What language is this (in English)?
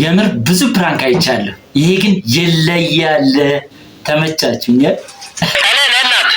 Amharic